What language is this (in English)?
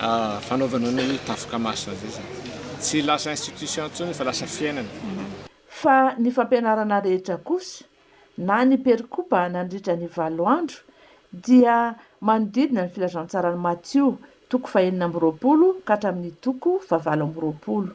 Malagasy